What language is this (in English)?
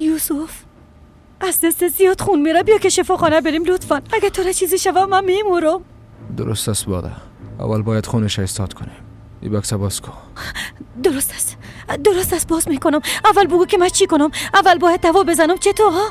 Persian